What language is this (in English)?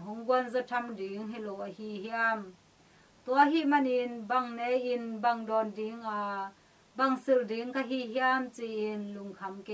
Tedim Chin